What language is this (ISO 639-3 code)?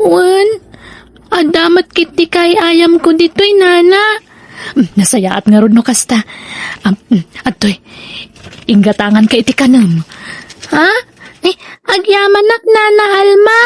ilo